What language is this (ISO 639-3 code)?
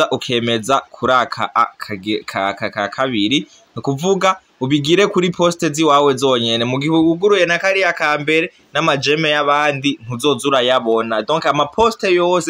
run